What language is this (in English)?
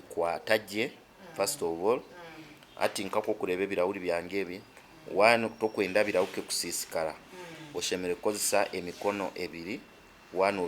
Nyankole